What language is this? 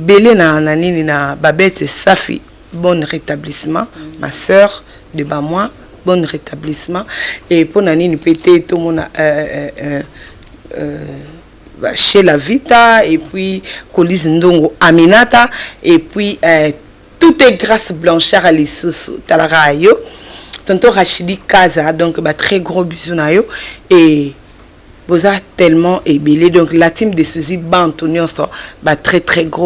Lingala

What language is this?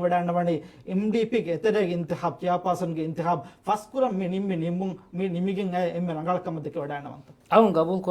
Divehi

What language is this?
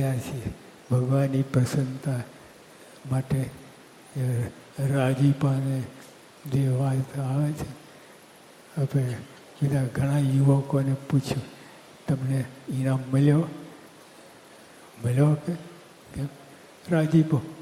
Gujarati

